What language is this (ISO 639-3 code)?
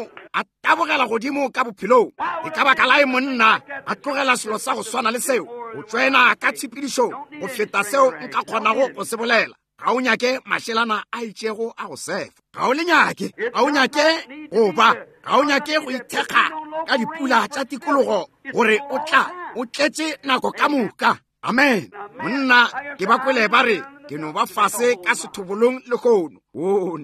nso